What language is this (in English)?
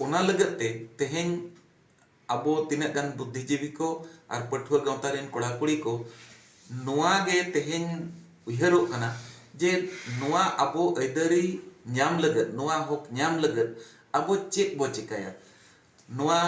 Santali